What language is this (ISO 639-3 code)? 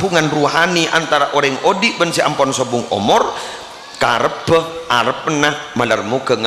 mad